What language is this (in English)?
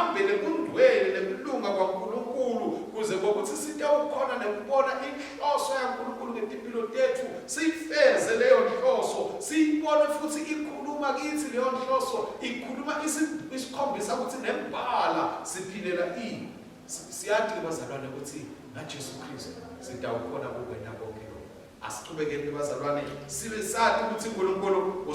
Swati